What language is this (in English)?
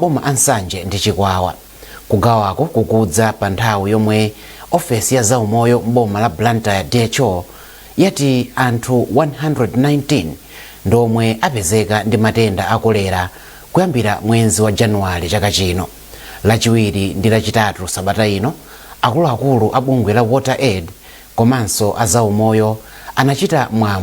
Nyanja